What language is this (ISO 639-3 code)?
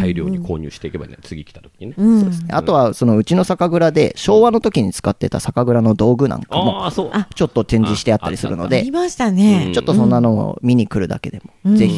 jpn